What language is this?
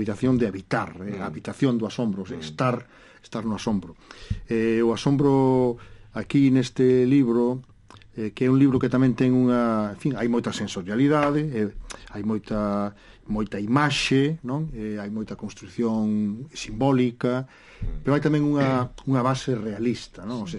Galician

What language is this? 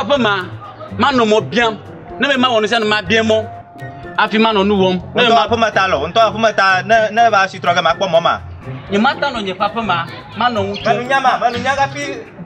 Ewe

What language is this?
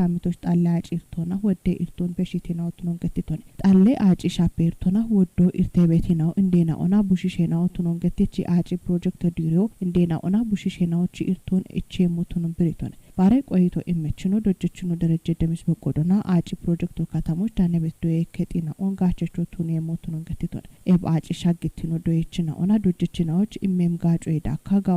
Kafa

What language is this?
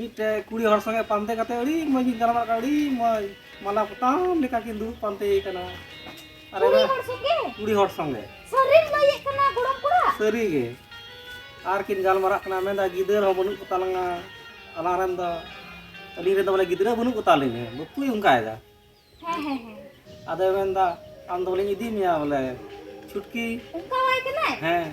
Santali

